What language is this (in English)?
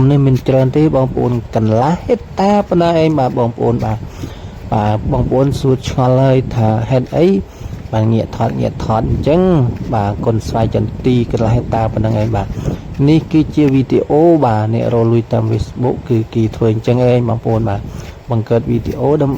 Khmer